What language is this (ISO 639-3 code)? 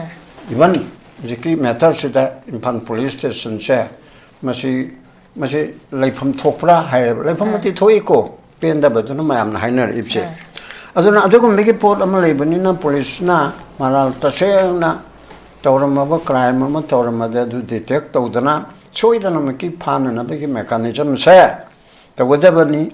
mni